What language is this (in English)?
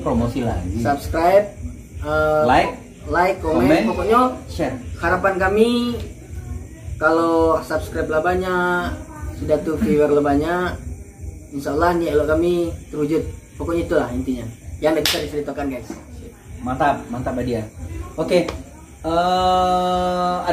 Minangkabau